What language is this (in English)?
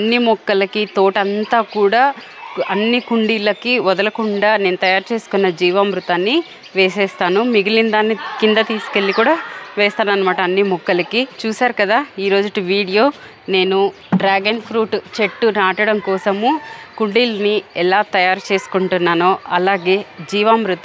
Telugu